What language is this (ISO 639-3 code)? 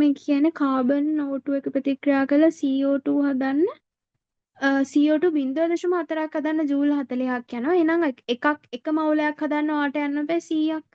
sin